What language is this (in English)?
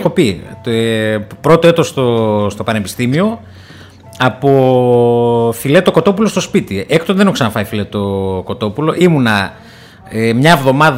Greek